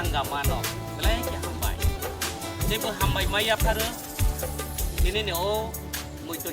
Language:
Kok Borok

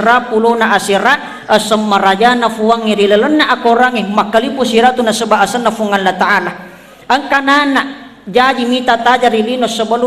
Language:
Buginese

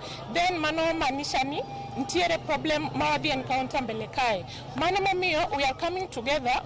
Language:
Luo (Kenya and Tanzania)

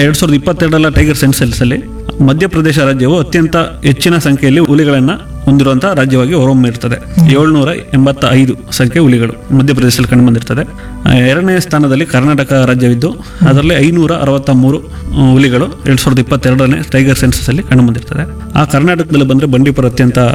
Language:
Kannada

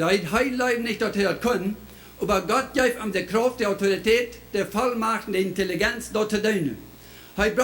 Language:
Plautdietsch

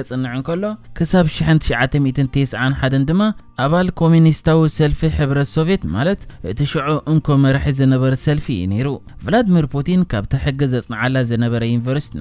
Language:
Tigrinya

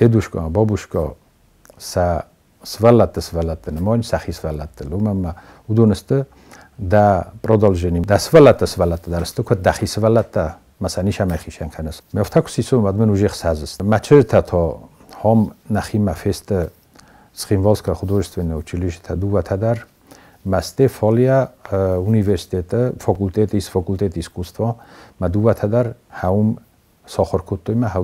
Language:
Ossetic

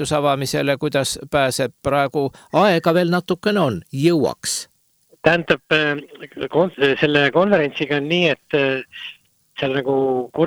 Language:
Estonian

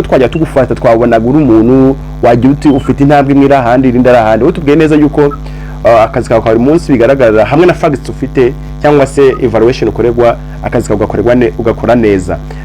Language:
Kinyarwanda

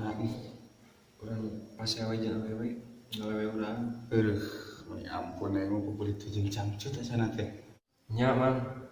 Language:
Sundanese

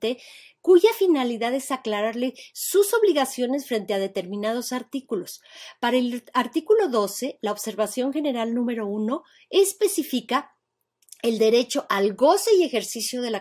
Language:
Spanish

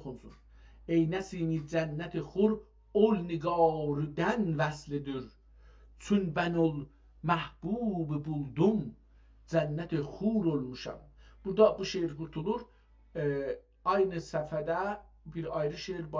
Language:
South Azerbaijani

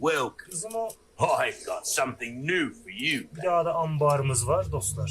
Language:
South Azerbaijani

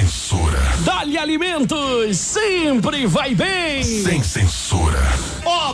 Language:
Portuguese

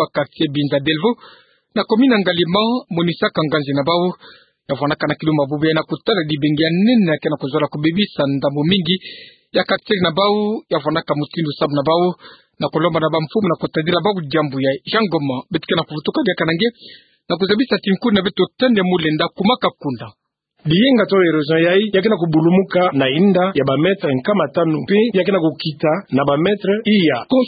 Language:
Kituba (Democratic Republic of Congo)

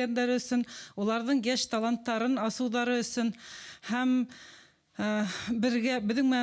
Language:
Bashkir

